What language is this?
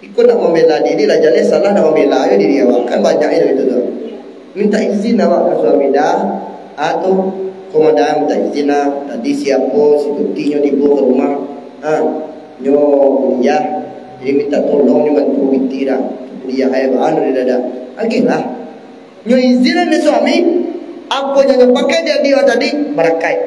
Minangkabau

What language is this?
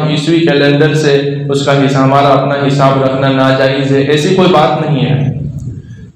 Urdu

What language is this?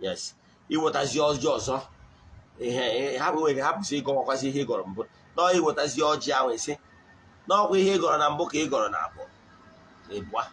Igbo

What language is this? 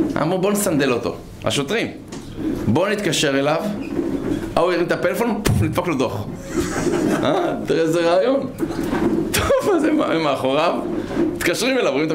Hebrew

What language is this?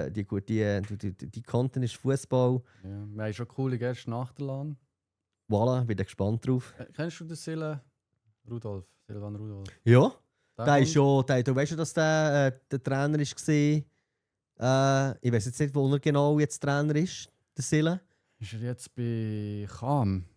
Swiss German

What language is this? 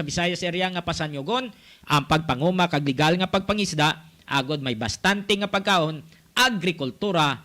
Hiligaynon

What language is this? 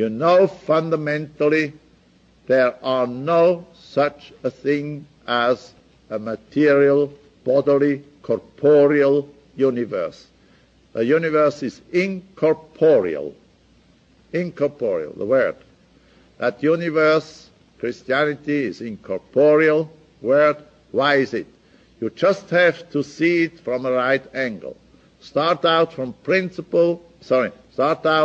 English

